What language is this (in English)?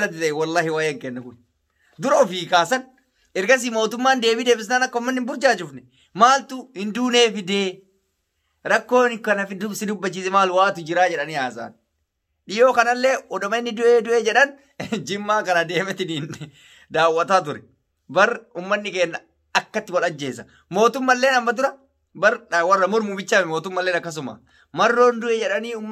Oromo